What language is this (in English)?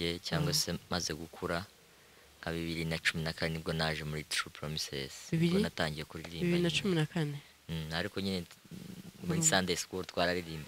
Kinyarwanda